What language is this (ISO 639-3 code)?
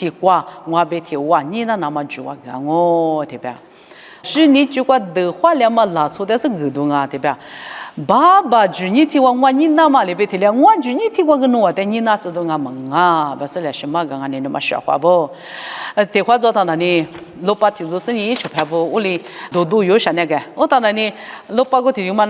lis